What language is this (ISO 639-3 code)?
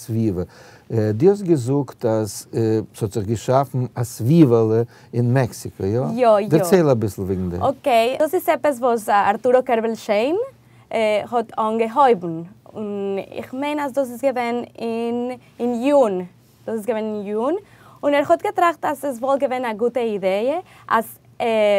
yid